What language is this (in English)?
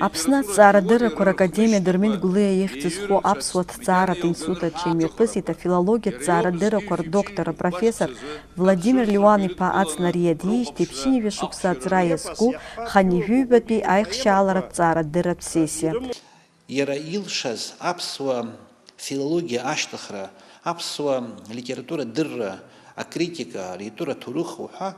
Abkhazian